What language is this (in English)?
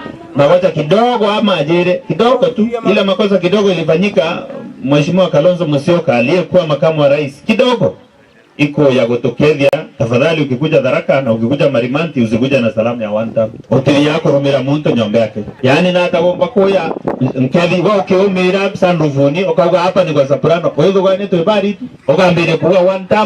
Meru